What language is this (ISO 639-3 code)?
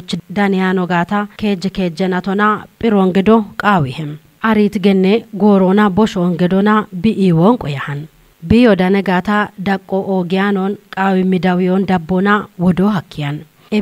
kbr